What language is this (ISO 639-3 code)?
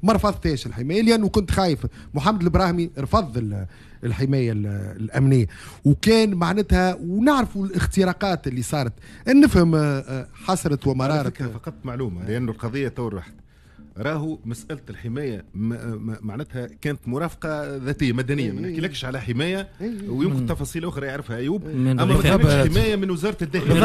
aeb